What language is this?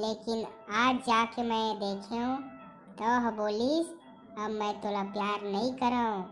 Chhattisgarhi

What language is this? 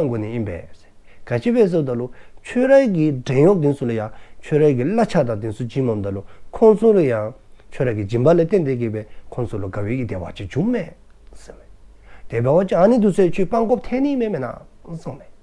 Dzongkha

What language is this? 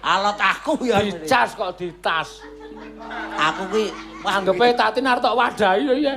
Javanese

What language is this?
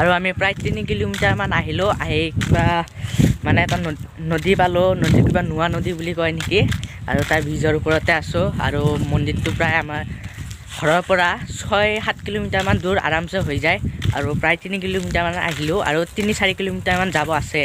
Assamese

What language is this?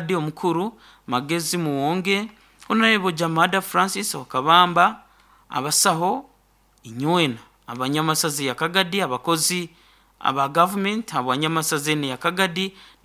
Nyoro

